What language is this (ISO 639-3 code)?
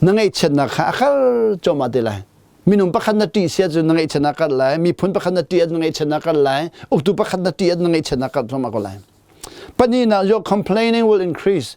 cnh